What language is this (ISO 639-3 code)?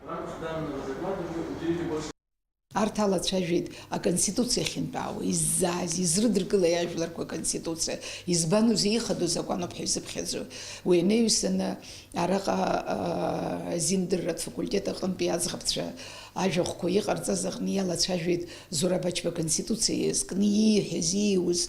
abk